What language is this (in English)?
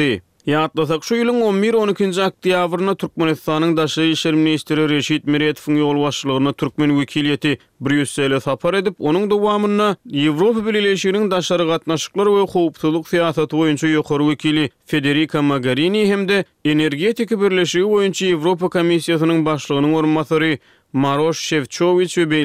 Turkmen